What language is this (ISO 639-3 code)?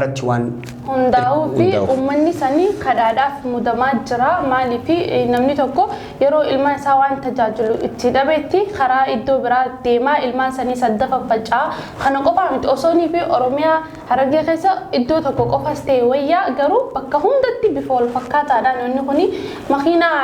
orm